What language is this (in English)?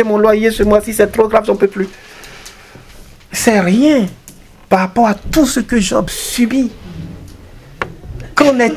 French